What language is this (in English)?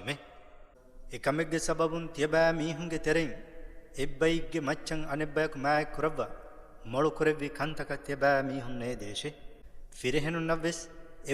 Divehi